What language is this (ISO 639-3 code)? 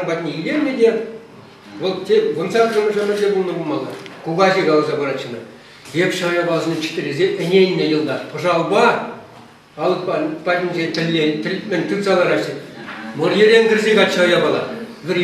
chv